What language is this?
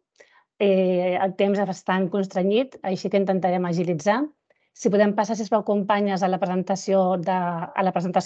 Catalan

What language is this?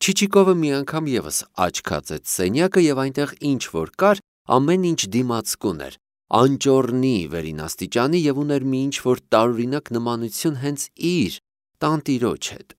Armenian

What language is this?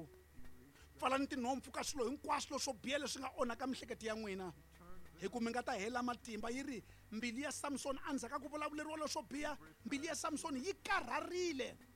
Tsonga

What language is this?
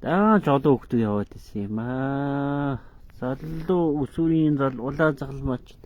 Mongolian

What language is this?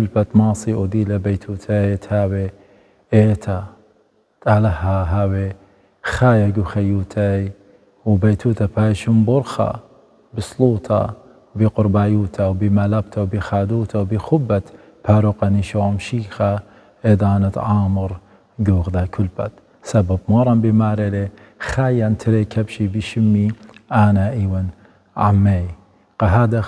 Assyrian Neo-Aramaic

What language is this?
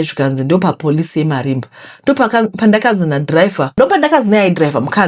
Shona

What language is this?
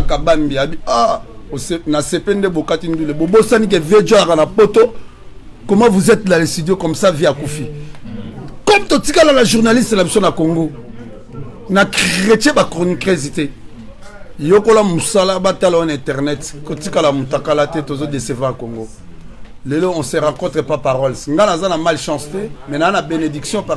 Lingala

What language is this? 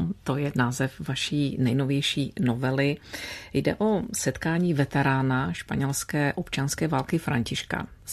Czech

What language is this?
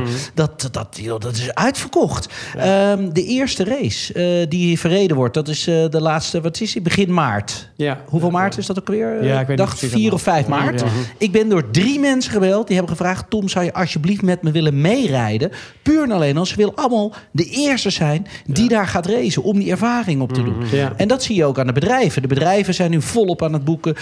Dutch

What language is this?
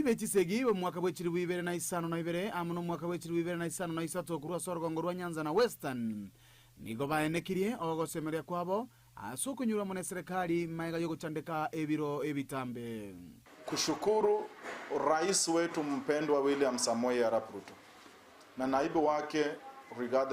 Gusii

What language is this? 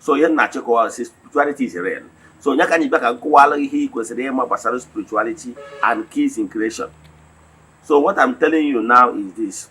Igbo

